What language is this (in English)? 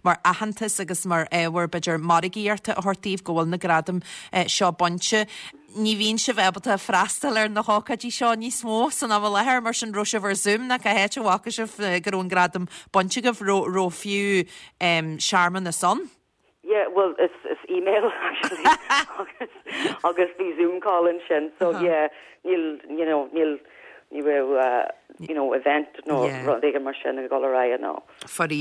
Irish